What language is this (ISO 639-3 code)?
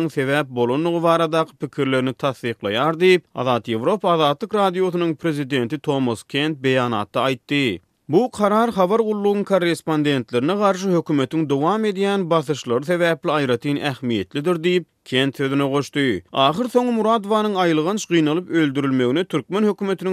tuk